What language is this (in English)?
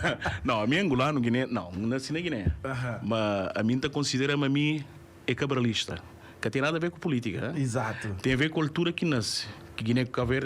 Kabuverdianu